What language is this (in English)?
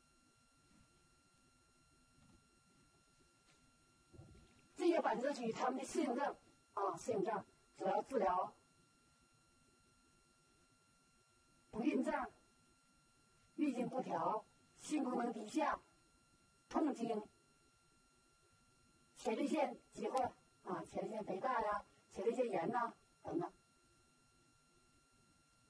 Chinese